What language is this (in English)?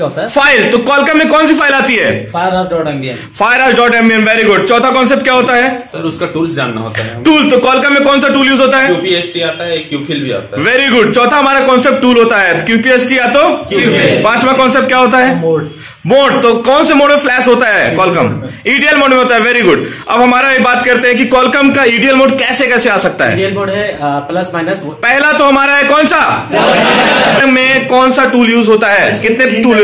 Hindi